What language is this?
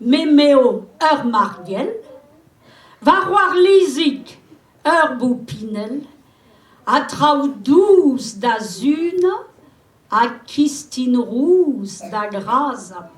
Breton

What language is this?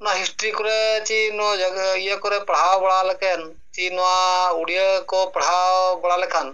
Santali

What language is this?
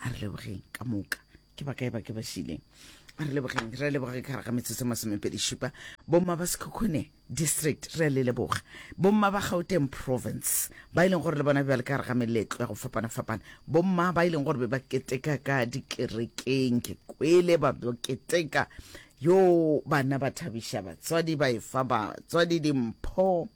Northern Sotho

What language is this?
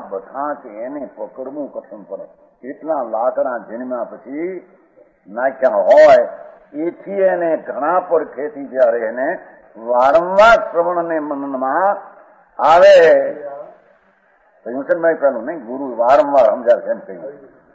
Gujarati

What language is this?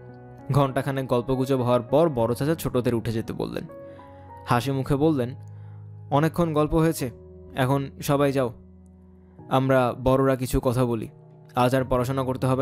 Bangla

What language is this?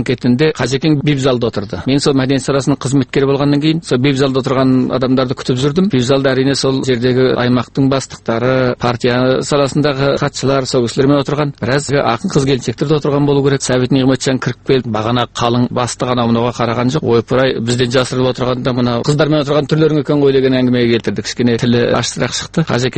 Kazakh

